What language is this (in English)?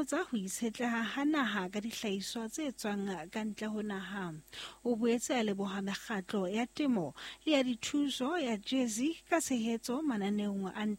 Southern Sotho